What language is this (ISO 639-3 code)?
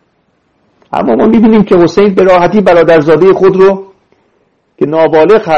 fas